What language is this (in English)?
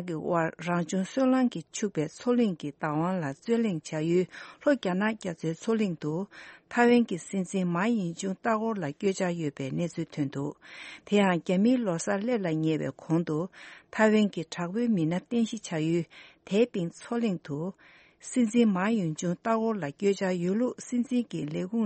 Tibetan